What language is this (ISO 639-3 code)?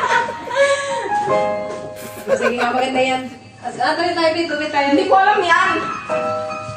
fil